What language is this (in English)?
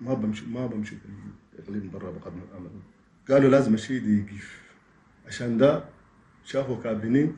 Chadian Arabic